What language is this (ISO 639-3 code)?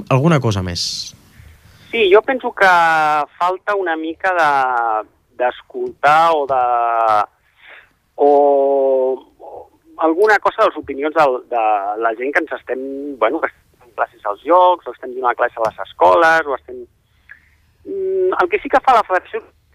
cat